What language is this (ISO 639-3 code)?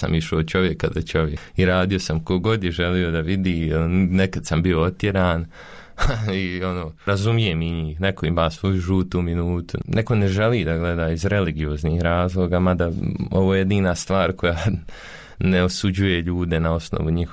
bos